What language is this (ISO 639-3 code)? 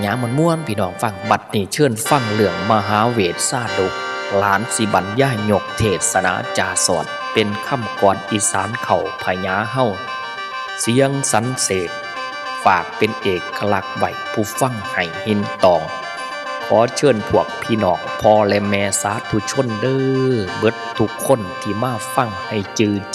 tts